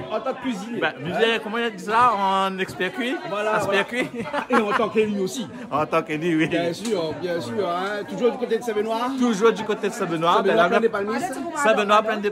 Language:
Réunion Creole French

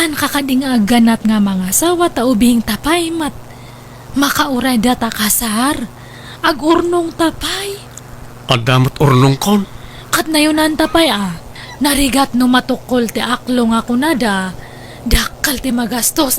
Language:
Iloko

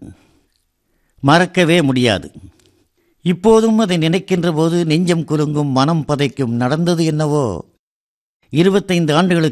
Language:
Tamil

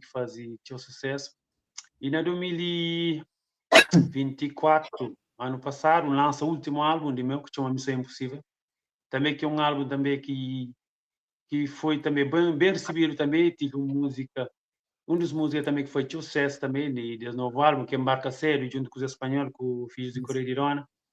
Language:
Kabuverdianu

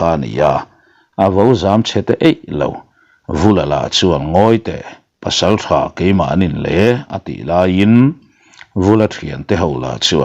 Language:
Mizo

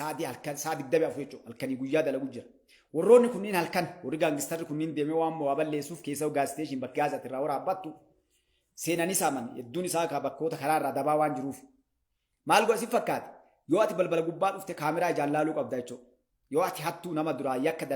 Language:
Oromo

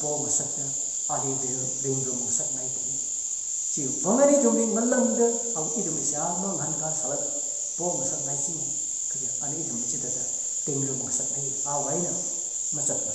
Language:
Tangkhul Naga (India)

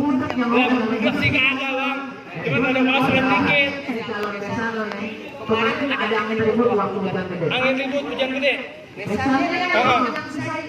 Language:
Betawi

